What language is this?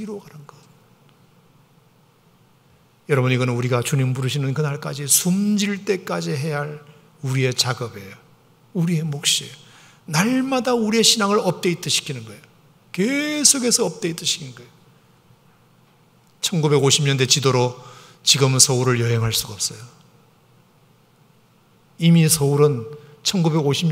Korean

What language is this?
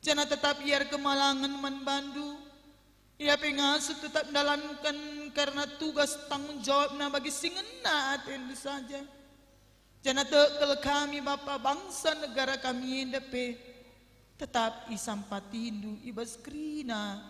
Batak Karo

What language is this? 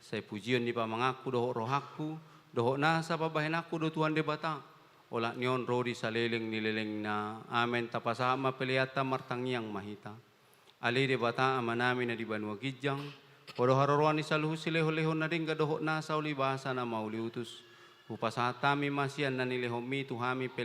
Batak Toba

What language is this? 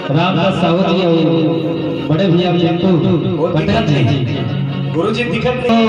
Chhattisgarhi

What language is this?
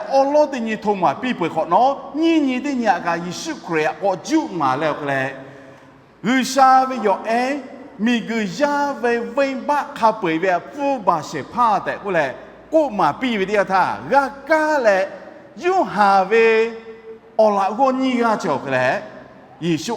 Lahu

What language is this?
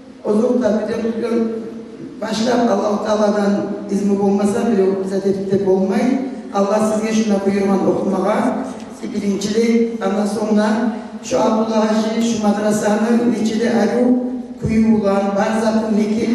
Kumyk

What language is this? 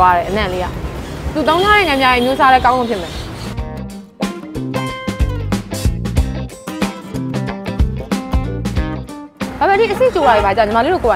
Burmese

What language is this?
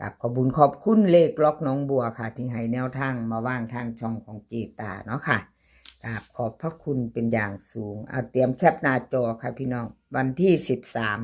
Northeastern Thai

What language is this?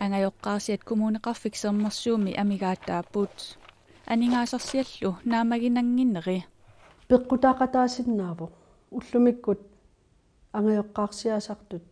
Kalaallisut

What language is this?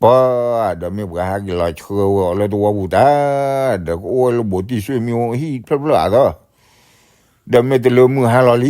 S'gaw Karen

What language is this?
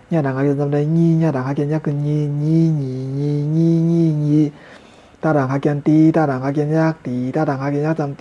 Shan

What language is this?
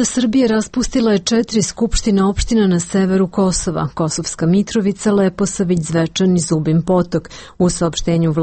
Serbian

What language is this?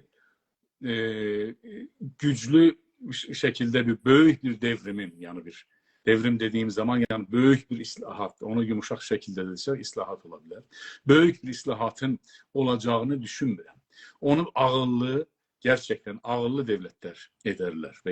South Azerbaijani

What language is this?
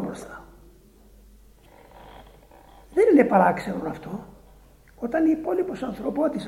Greek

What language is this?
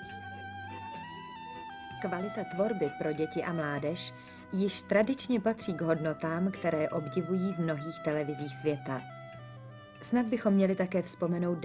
Czech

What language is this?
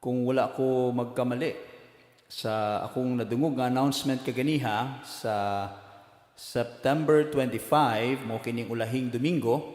Cebuano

